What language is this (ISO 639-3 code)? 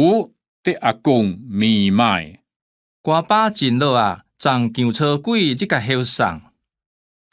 hak